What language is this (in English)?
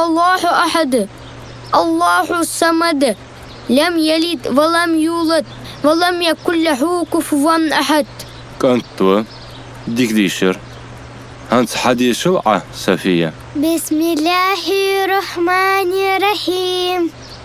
Ingush